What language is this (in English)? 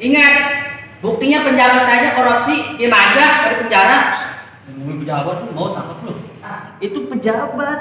Betawi